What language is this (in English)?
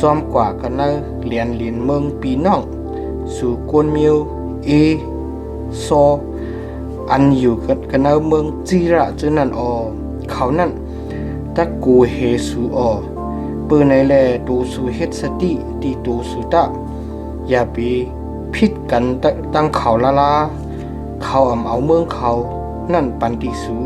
Shan